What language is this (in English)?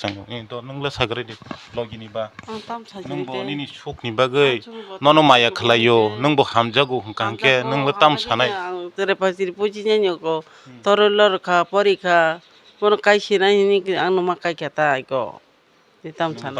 Kok Borok